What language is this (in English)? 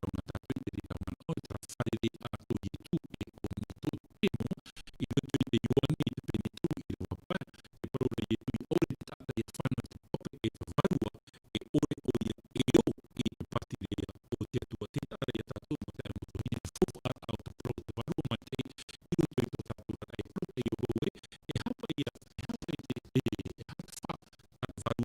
Tahitian